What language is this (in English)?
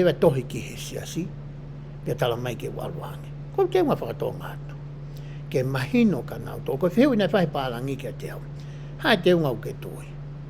Tongan